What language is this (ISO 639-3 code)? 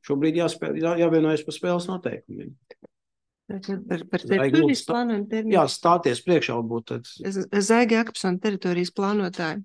lav